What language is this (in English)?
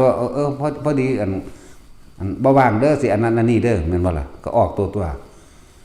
Northeastern Thai